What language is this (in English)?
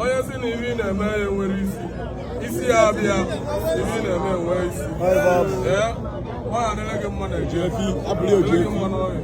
Igbo